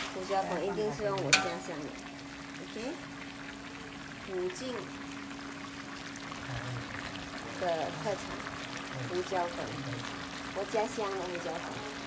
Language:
Chinese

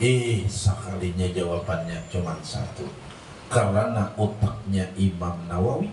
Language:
Banjar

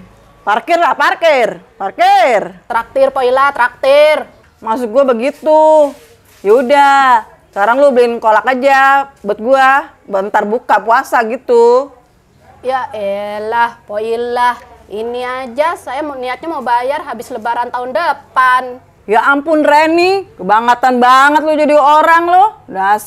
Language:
Betawi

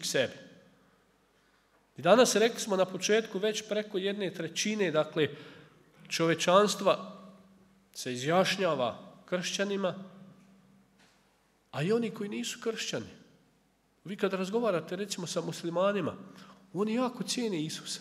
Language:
Croatian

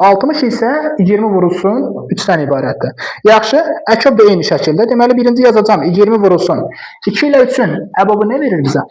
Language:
Azerbaijani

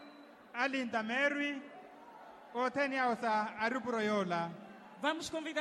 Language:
Makhuwa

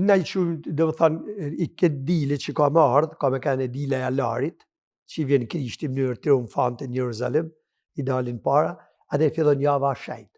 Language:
Albanian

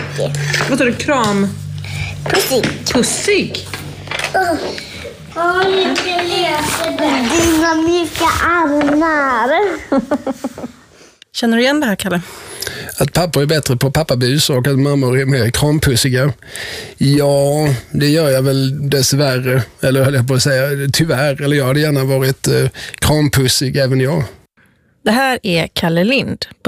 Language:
Swedish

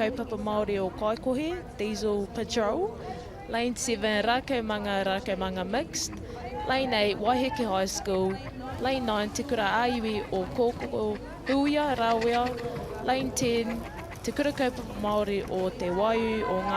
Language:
Māori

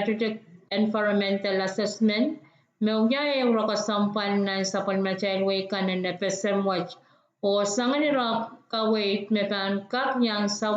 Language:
Pohnpeian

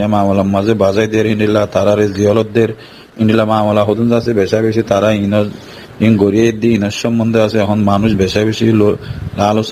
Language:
Rohingya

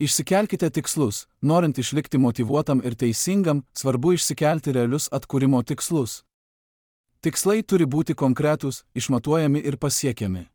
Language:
Lithuanian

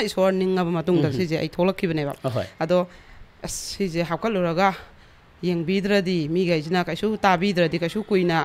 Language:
Manipuri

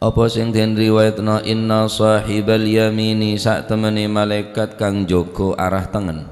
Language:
Madurese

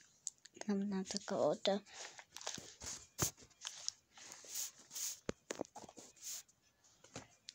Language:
Russian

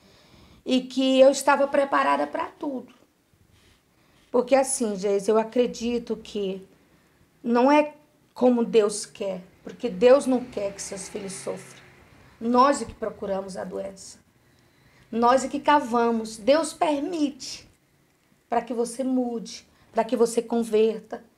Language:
Portuguese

